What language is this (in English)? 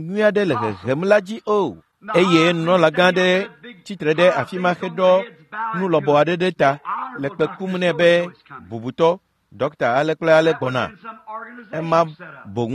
Ewe